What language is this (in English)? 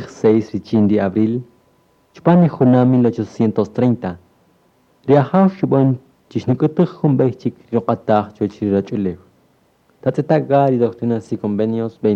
Kaqchikel